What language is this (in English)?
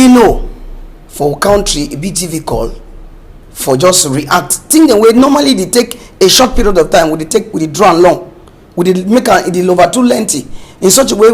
Cameroon Pidgin